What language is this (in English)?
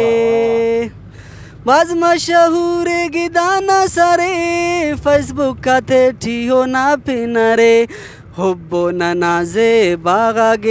Brahui